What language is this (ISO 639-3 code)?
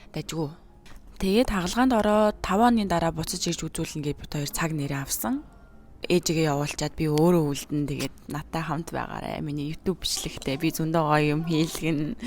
mon